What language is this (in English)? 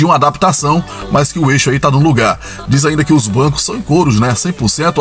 Portuguese